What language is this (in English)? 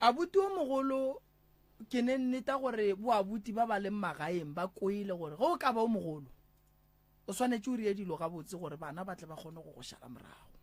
Northern Sotho